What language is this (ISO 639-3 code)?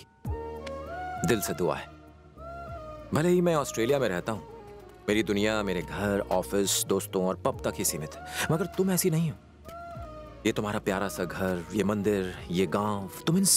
hin